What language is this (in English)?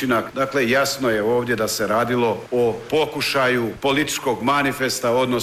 Croatian